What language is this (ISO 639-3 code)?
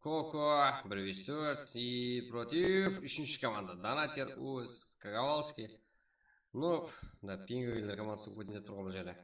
kaa